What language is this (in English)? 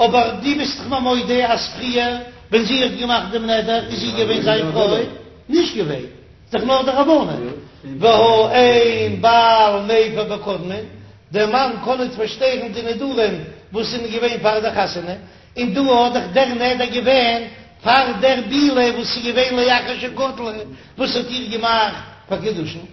Yiddish